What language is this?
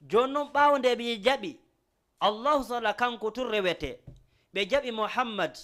Fula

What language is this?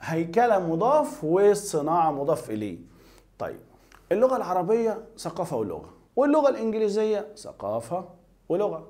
Egyptian Arabic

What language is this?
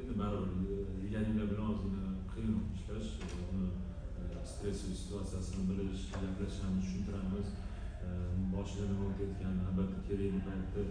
Uzbek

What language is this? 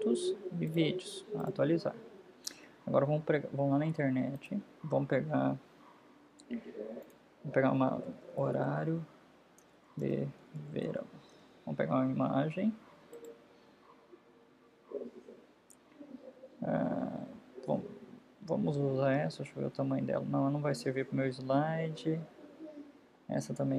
Portuguese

